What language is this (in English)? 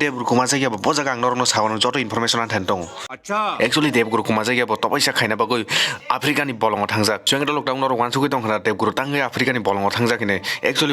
Kok Borok